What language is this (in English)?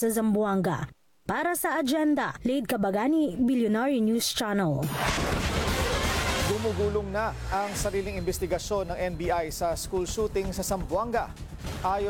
Filipino